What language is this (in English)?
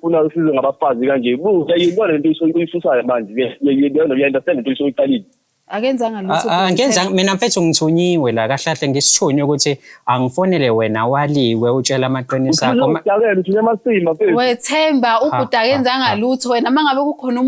Zulu